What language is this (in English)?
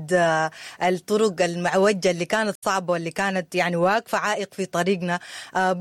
Sudanese Arabic